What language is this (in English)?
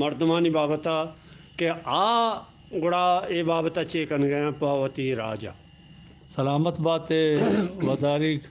Eastern Balochi